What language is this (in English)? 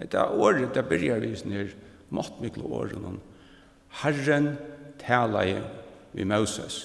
Faroese